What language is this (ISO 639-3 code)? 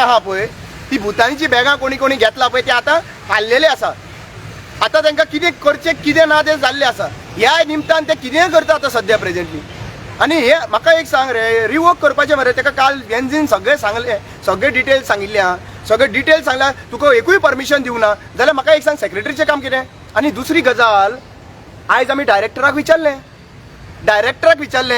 kok